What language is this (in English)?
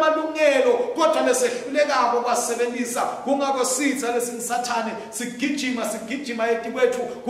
Swati